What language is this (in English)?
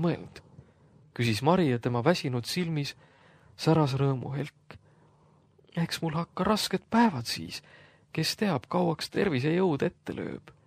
Estonian